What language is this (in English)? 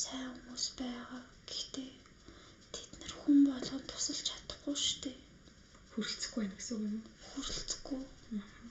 Mongolian